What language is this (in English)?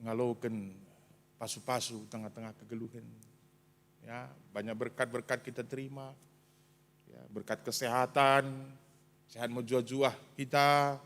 Batak Karo